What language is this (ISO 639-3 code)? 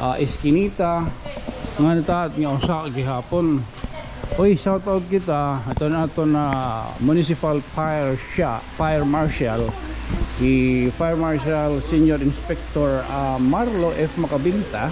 war